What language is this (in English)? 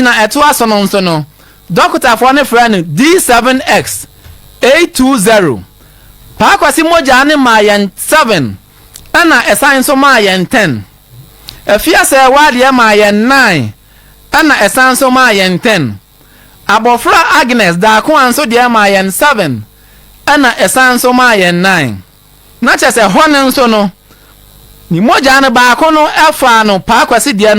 Akan